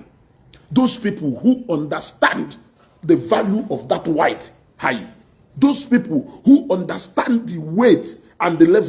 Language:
Igbo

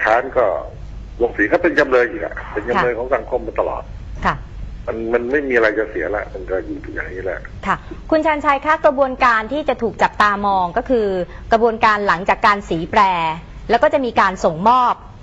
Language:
Thai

